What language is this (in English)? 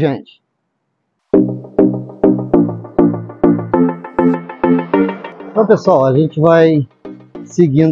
Portuguese